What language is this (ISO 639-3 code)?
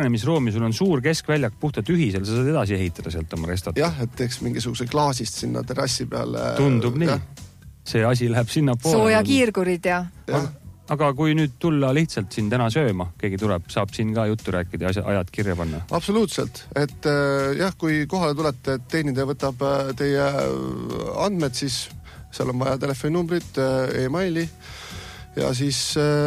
est